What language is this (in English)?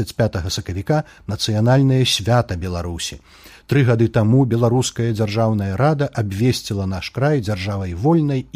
Belarusian